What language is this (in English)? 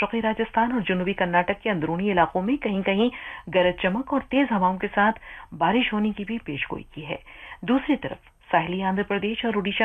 Urdu